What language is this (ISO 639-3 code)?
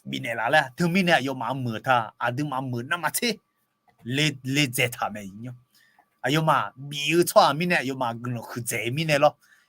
ahk